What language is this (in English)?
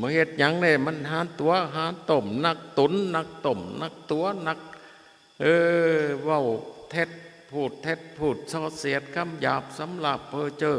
Northeastern Thai